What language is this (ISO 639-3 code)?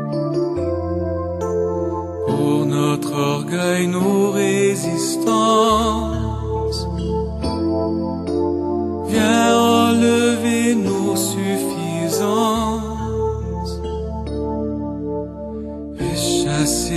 fra